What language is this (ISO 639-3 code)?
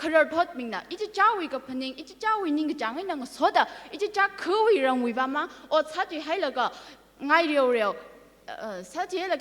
nmf